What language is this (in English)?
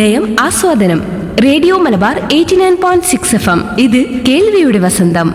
Malayalam